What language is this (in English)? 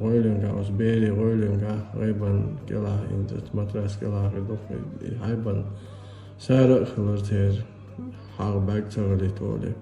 Chechen